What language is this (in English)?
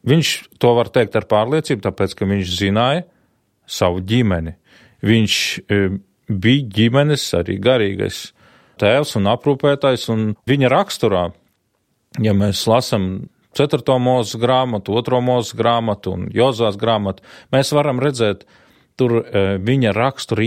Latvian